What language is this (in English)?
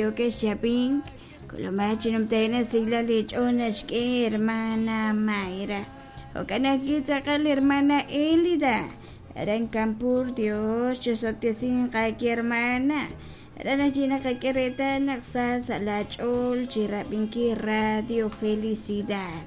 Kekchí